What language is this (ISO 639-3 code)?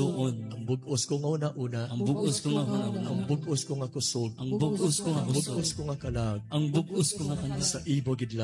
hil